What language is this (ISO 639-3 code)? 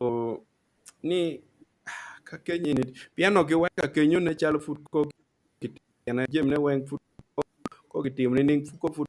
ach